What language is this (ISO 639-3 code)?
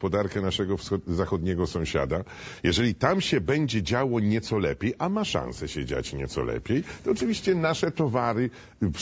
pol